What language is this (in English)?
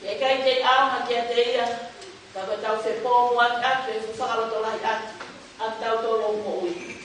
Tongan